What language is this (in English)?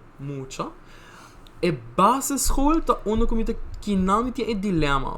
Papiamento